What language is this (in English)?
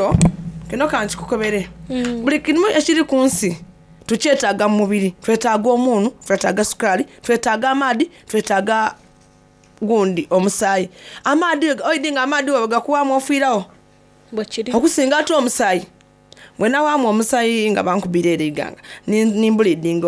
Soga